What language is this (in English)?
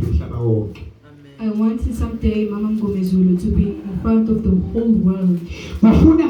Zulu